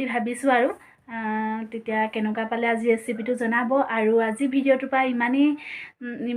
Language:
Assamese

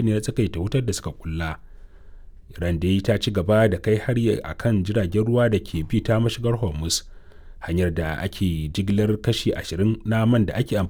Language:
Hausa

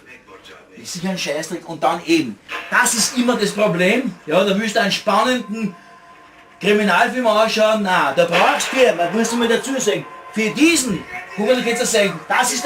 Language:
Bavarian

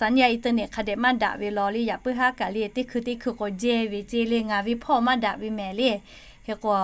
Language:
Lahu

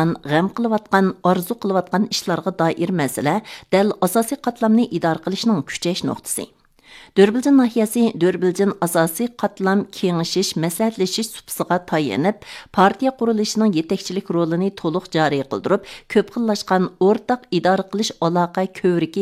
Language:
Uyghur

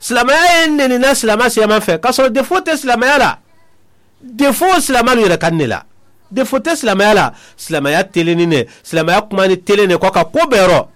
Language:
Mandingo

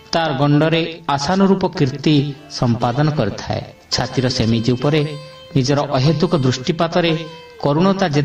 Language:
Odia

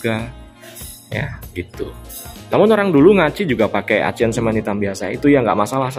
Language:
Indonesian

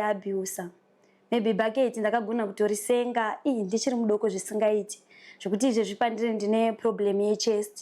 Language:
Shona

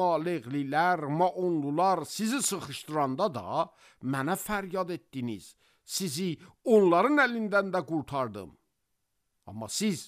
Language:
Azerbaijani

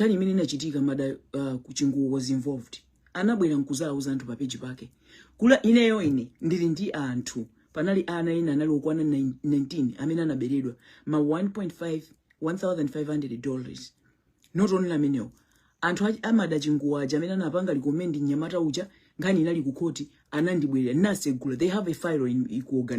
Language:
Nyanja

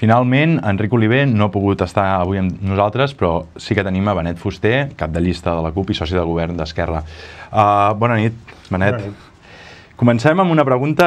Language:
Catalan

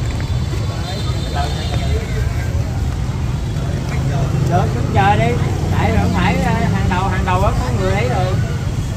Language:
Vietnamese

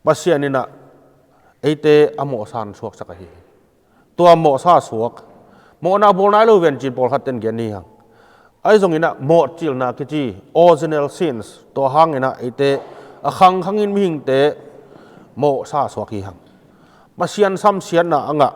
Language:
Tedim Chin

